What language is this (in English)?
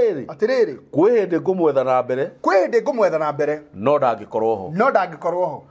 Kikuyu